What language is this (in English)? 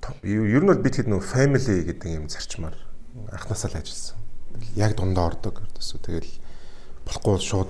Mongolian